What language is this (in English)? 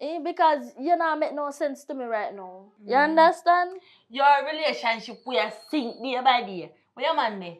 Jamaican Creole English